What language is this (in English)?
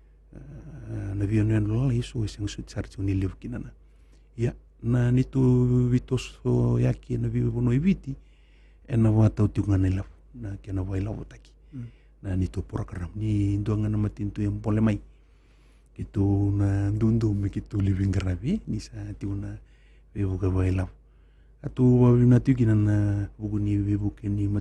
Fijian